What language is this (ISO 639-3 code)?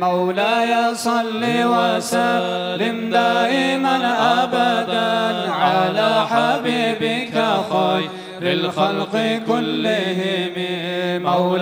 kum